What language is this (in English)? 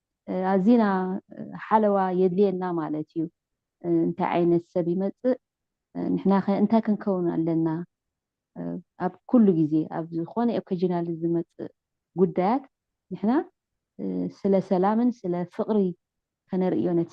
Tigrinya